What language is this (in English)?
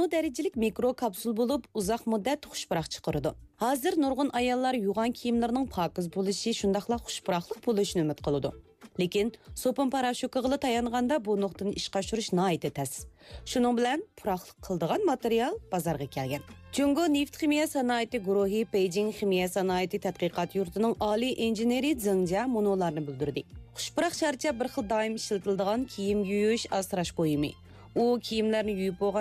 Uyghur